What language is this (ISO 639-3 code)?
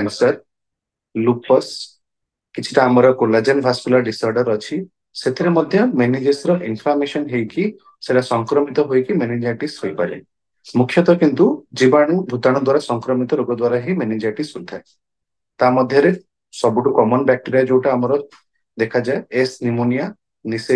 ori